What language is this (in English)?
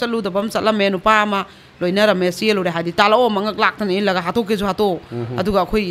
Manipuri